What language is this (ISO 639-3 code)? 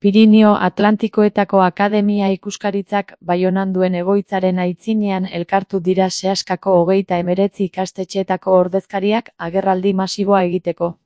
eus